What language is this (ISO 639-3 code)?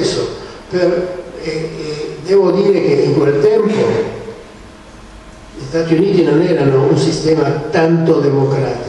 ita